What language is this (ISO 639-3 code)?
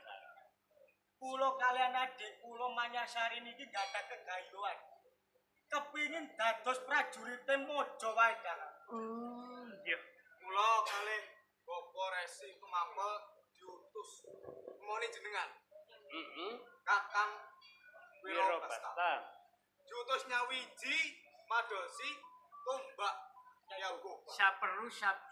jav